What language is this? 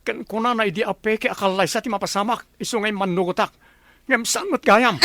Iloko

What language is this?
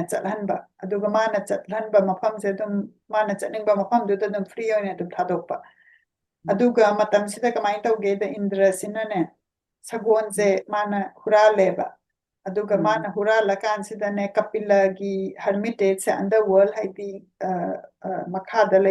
Manipuri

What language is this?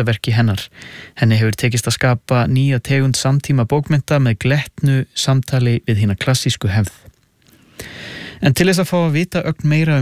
Icelandic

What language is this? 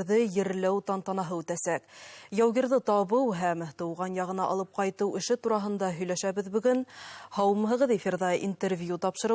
Bashkir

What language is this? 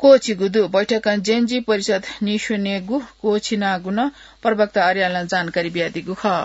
Newari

